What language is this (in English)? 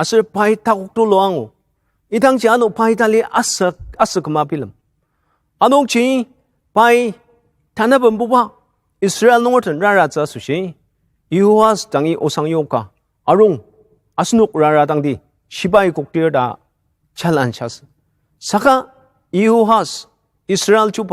Ao Naga